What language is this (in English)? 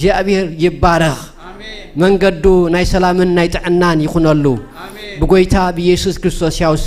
Tigrinya